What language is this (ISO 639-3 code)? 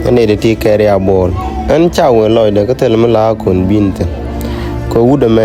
nus